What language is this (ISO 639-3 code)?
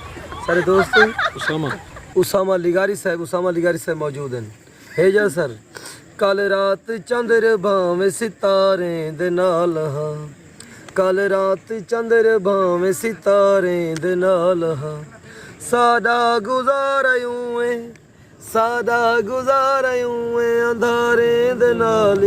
skr